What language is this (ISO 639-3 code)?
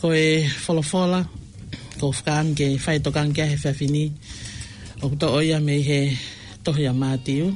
ton